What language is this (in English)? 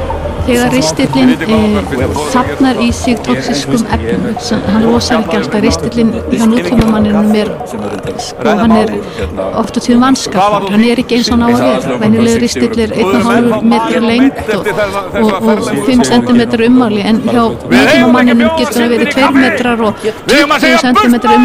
Icelandic